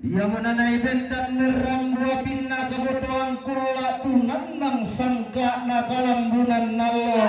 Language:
Toraja-Sa'dan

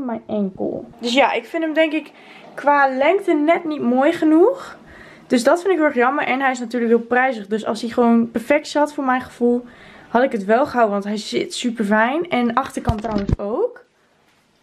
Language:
Dutch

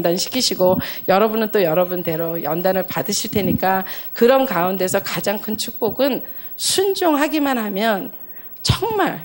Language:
Korean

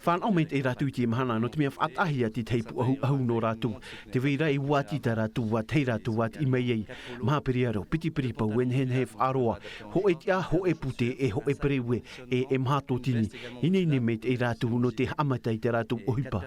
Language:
Tahitian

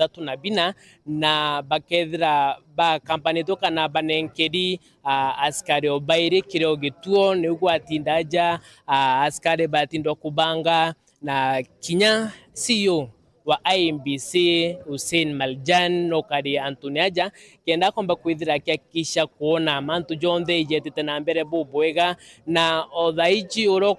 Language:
Meru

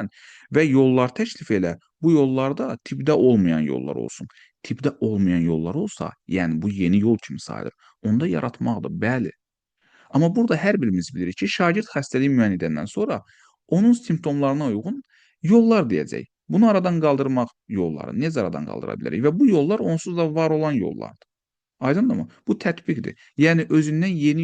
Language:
Azerbaijani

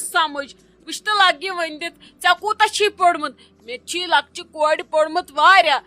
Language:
Kashmiri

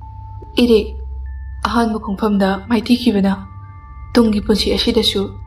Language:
Manipuri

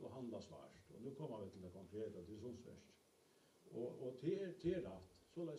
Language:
Faroese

